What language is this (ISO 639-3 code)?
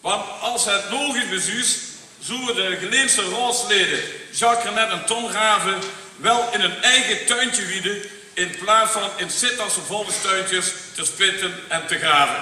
lim